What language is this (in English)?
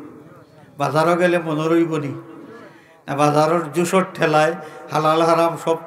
Sylheti